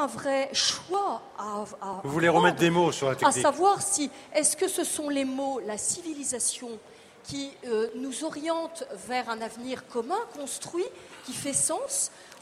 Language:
French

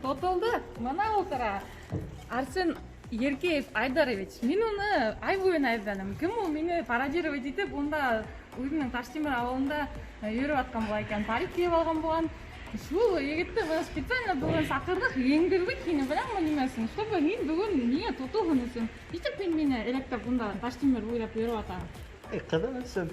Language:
Bashkir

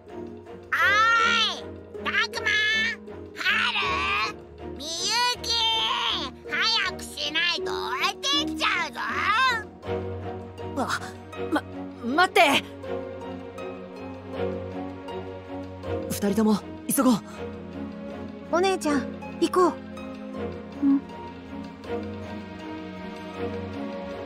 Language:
Japanese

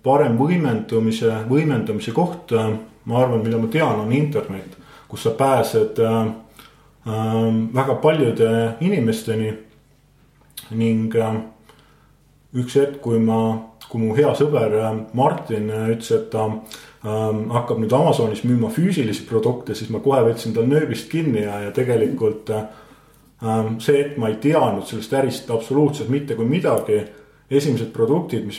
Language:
Estonian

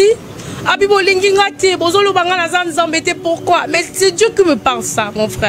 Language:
Lingala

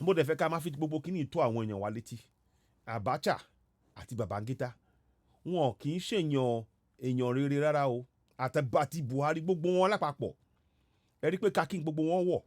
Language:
Yoruba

